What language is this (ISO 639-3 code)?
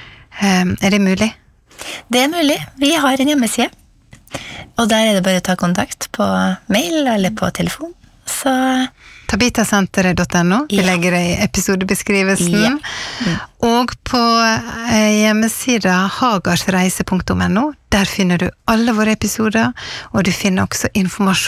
nor